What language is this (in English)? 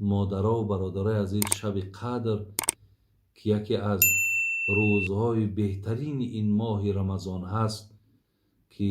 Tajik